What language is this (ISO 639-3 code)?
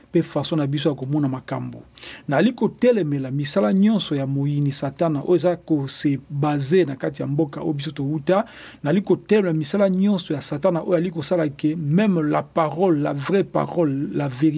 lin